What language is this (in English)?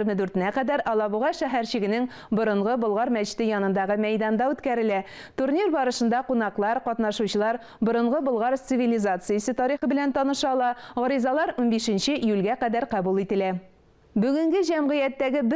Tatar